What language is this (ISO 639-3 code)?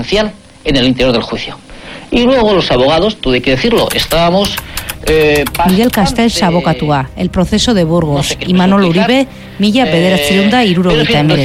eus